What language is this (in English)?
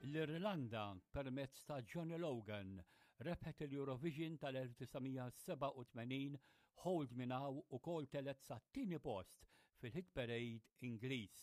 Maltese